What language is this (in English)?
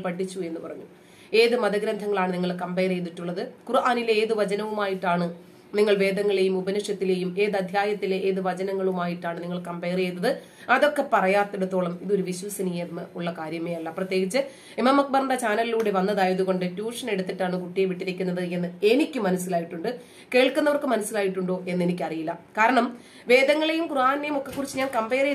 Malayalam